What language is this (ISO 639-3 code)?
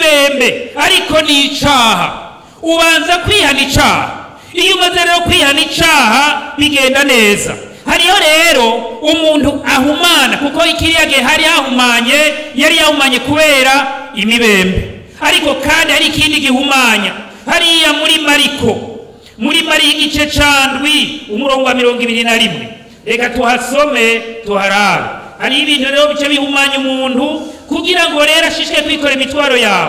run